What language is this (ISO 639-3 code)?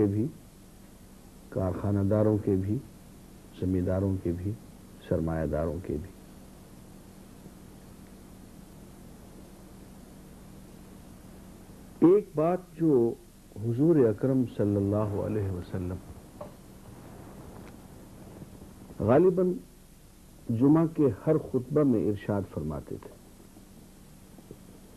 urd